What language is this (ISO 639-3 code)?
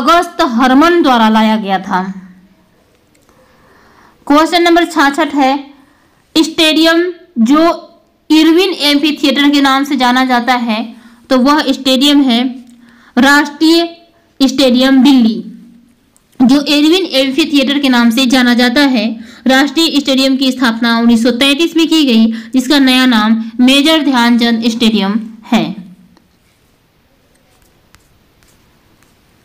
hin